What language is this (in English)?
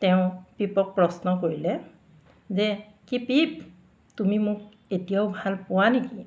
Assamese